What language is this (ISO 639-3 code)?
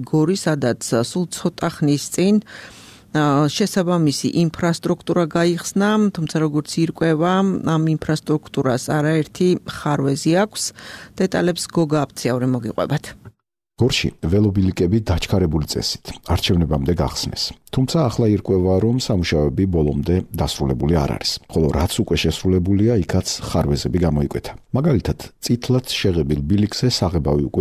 kat